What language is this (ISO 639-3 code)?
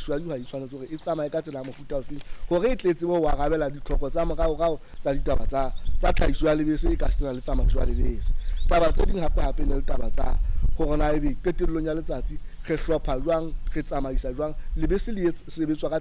sot